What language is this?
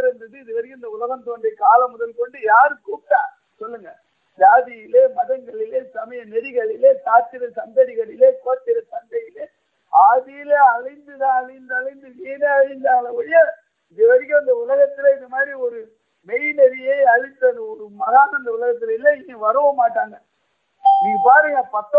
Tamil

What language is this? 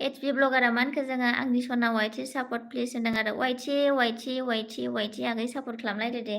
Bodo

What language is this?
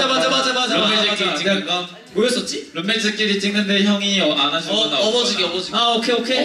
Korean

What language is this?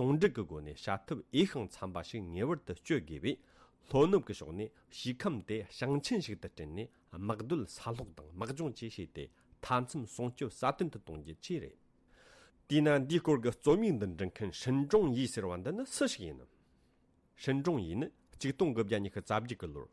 Tibetan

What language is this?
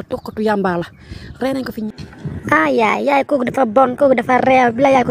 Wolof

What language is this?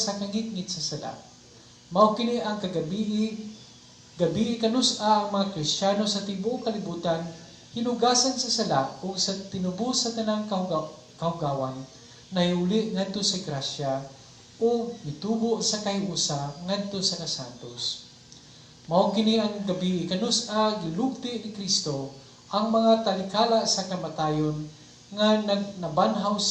Cebuano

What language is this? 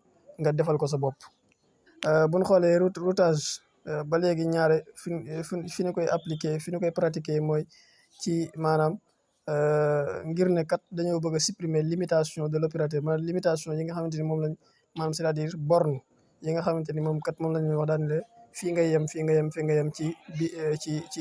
Wolof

